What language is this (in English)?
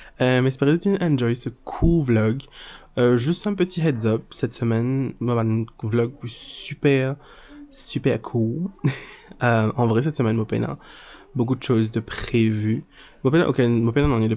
Morisyen